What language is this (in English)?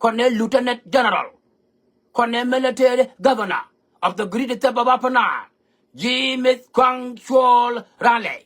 Nuer